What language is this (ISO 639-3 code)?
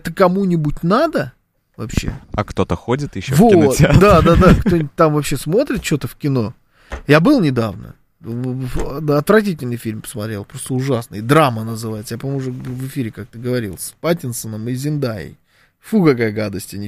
rus